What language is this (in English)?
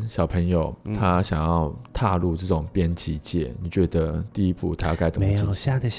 Chinese